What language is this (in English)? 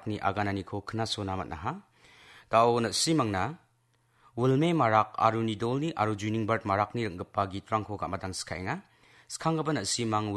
Garo